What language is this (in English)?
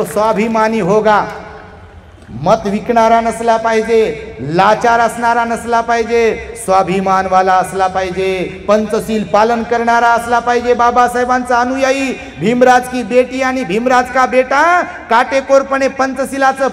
Marathi